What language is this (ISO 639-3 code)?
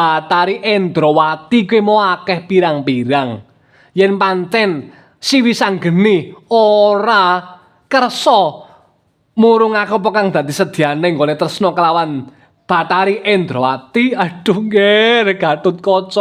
jav